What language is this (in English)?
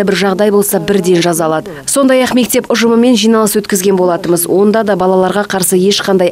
Kazakh